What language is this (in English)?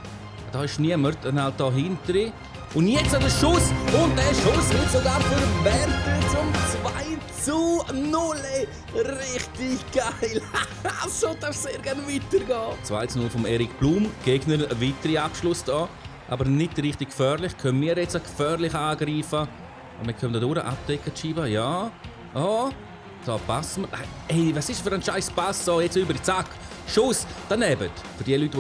Swiss German